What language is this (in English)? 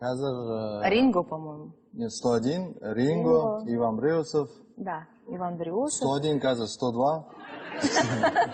Kazakh